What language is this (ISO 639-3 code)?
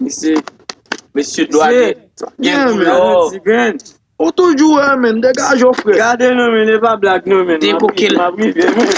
hat